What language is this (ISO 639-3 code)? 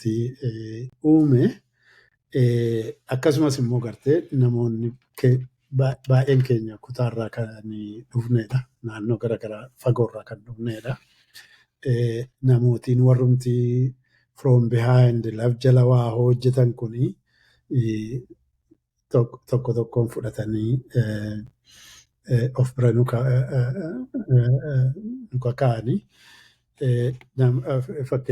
orm